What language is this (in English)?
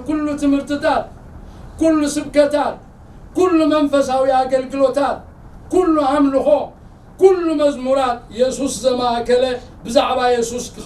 Tigrinya